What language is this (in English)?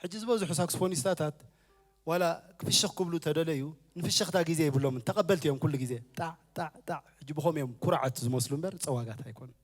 Tigrinya